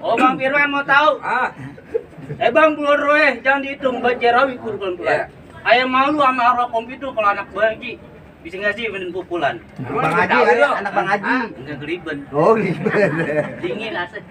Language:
Betawi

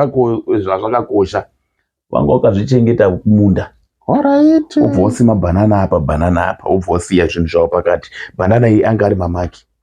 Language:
Shona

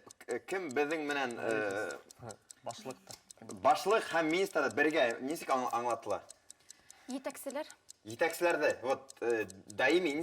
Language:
Bashkir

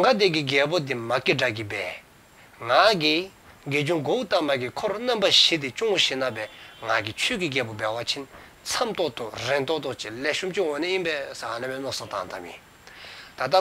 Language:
Dzongkha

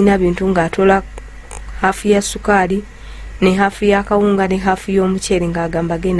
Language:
Ganda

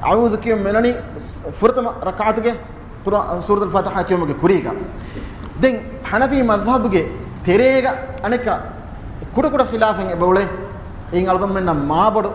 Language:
Divehi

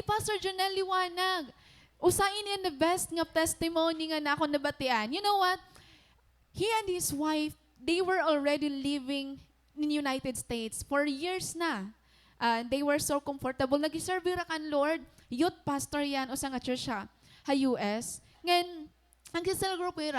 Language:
Waray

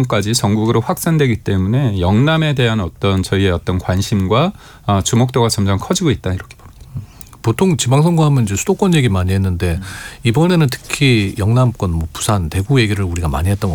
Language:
Korean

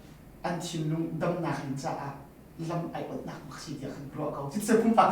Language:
Hakha Chin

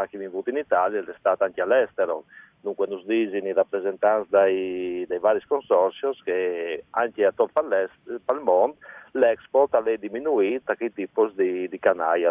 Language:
Friulian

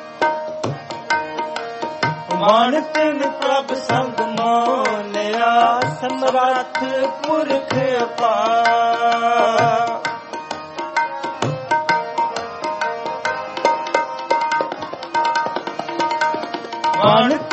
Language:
Punjabi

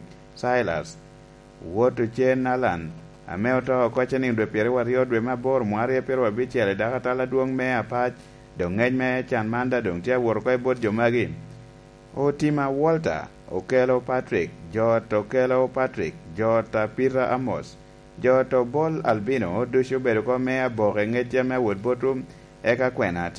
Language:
Lango (Uganda)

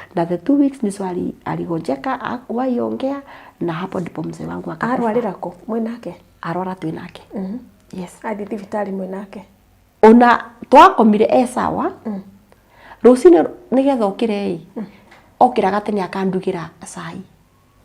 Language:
Kikuyu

